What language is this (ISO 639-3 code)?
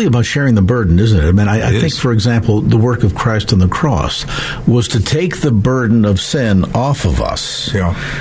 eng